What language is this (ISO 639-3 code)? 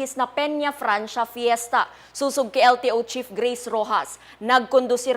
bik